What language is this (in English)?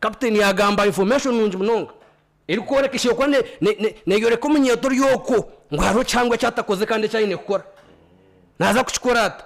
Nyankole